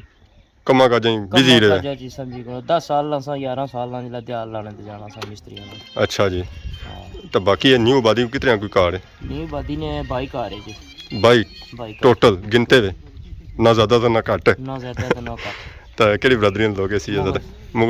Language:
Pahari-Potwari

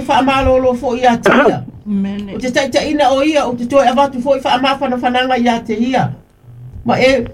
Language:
Samoan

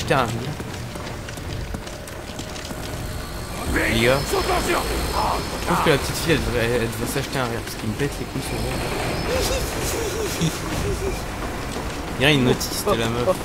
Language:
French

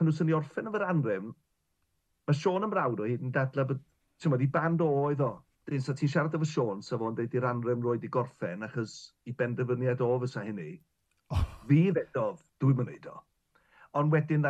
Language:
Welsh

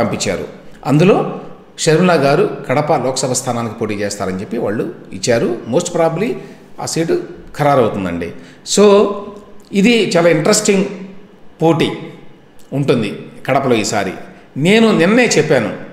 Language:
Telugu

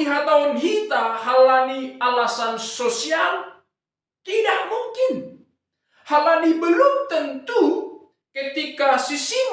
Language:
Batak Simalungun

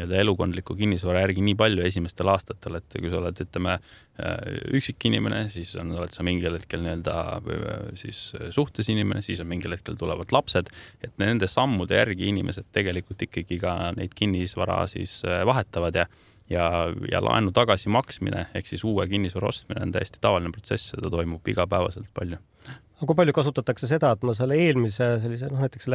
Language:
Estonian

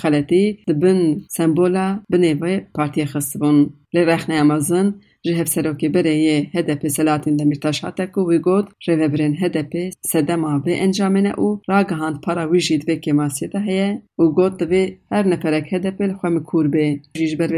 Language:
Kurdish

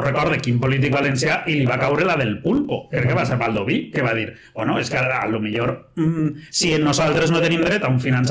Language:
Catalan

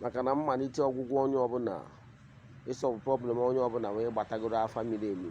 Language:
Igbo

